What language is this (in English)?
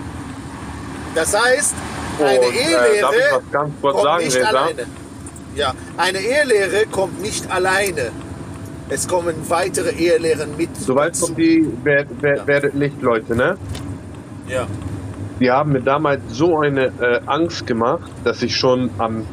German